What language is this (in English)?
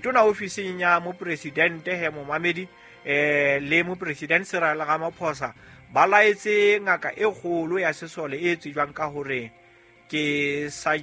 Southern Sotho